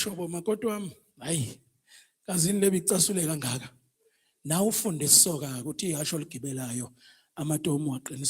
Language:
Zulu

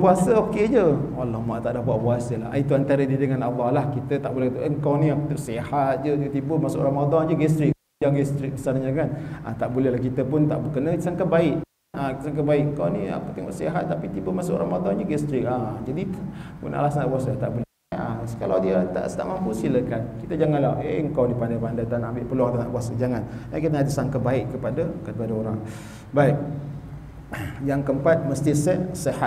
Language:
Malay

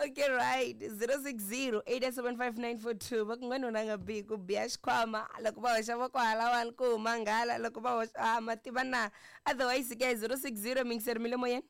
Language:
Tsonga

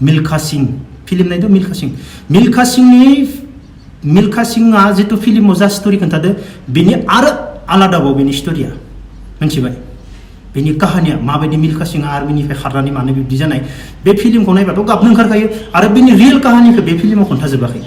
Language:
Bodo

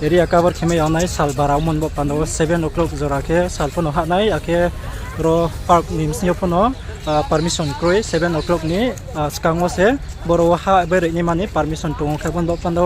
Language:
Riang (India)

